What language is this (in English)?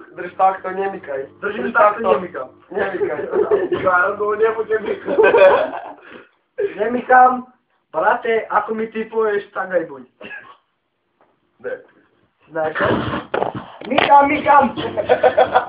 Croatian